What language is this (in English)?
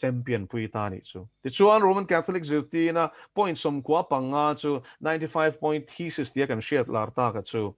Mizo